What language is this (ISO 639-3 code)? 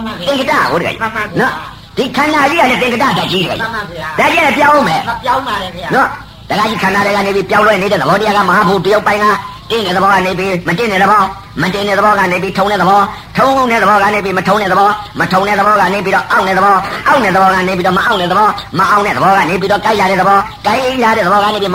mya